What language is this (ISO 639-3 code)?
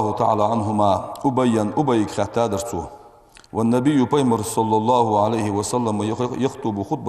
inh